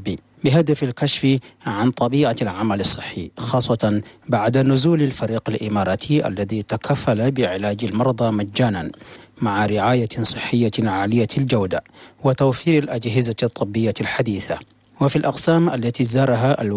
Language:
Arabic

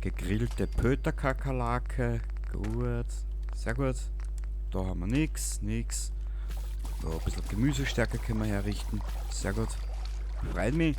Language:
Bavarian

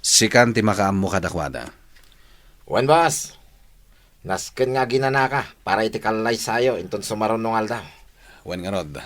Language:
Iloko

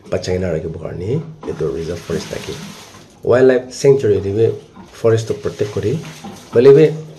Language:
Naga Pidgin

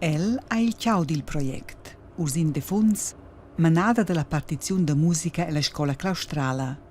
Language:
Romansh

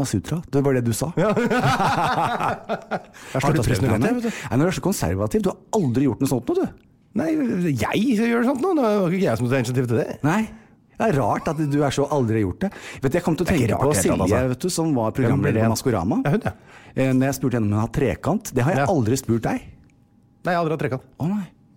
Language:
Norwegian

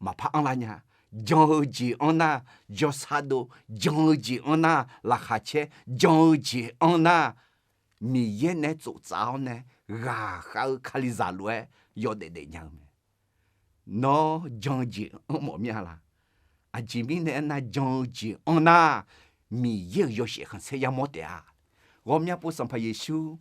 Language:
Akha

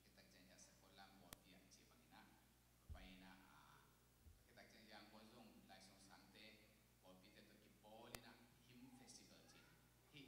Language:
Tedim Chin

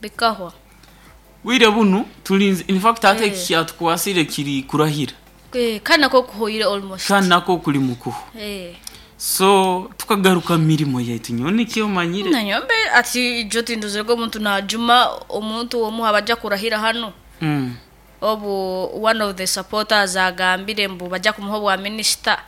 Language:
Nyoro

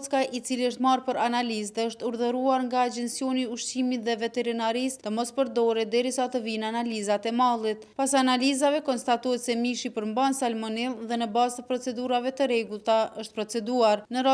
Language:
Albanian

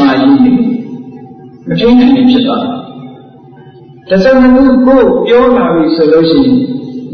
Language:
Burmese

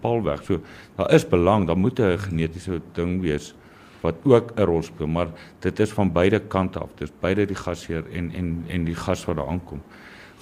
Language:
Afrikaans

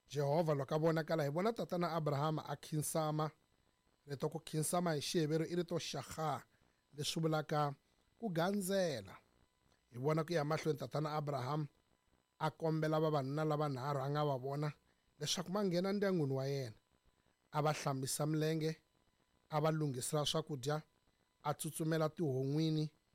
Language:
Tsonga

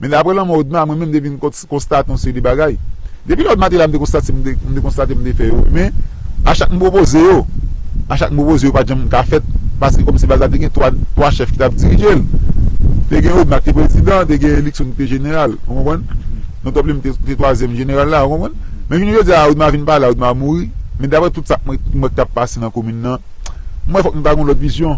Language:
Haitian Creole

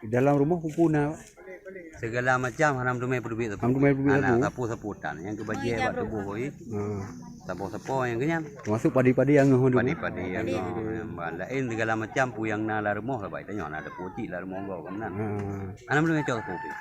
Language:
Achinese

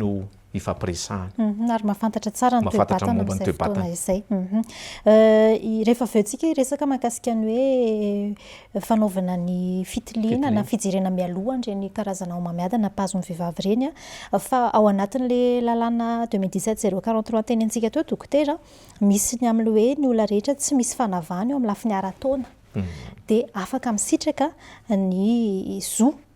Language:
Malagasy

